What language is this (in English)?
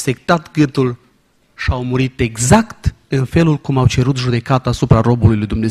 Romanian